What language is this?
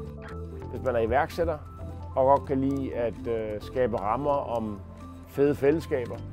Danish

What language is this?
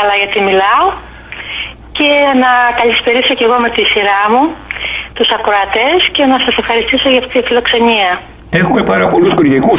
Greek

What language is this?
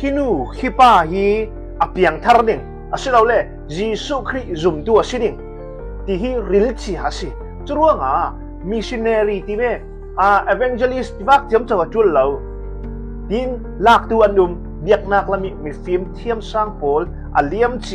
Falam Chin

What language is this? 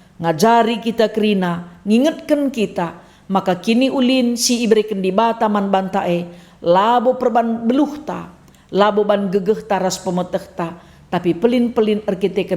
Batak Karo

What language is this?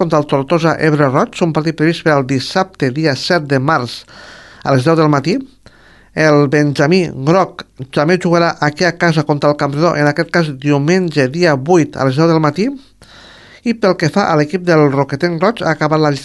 Catalan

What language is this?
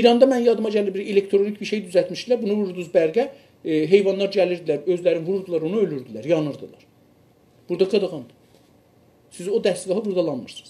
South Azerbaijani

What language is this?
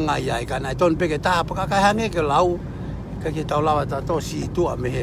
Tongan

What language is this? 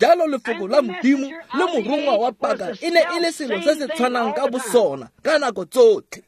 Tswana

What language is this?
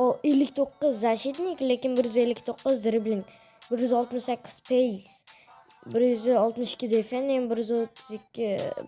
Uzbek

